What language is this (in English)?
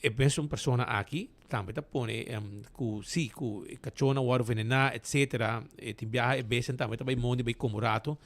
Papiamento